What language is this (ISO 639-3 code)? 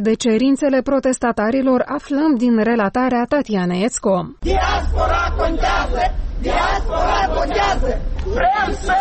ron